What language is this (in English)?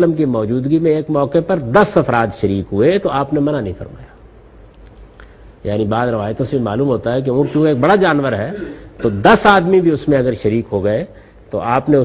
Urdu